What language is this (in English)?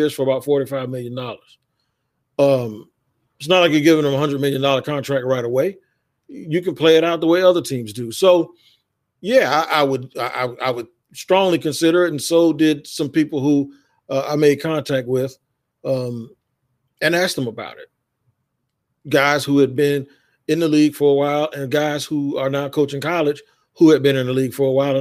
English